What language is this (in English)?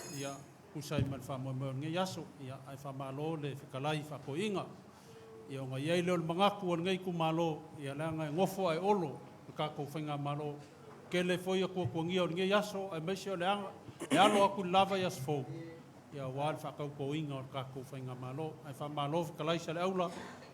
Samoan